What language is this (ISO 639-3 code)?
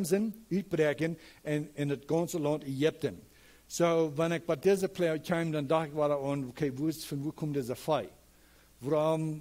pdt